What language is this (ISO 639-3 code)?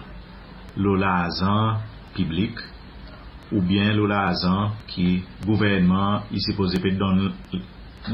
crs